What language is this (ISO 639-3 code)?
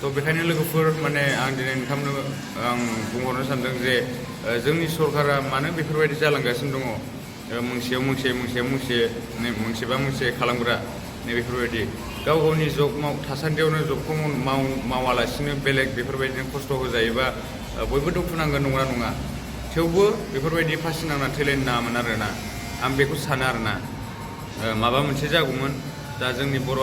brx